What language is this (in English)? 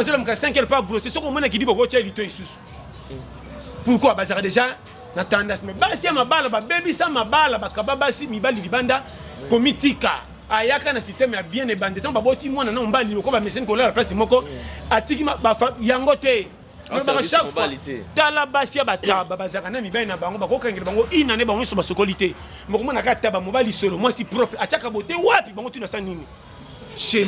Lingala